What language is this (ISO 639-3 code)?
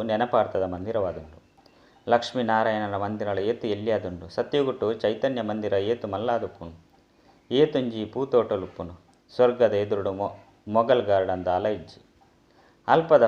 tcy